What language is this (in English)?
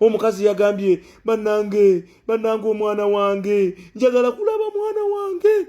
Ganda